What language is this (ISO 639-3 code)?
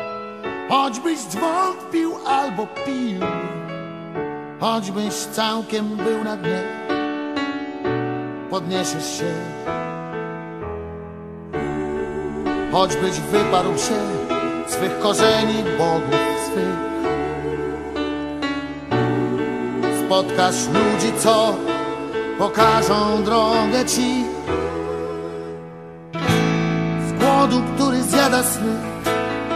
pol